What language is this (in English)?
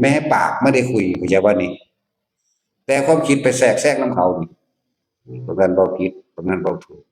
Northeastern Thai